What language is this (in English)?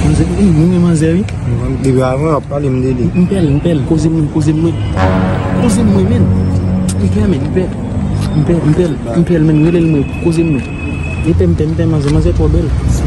Haitian Creole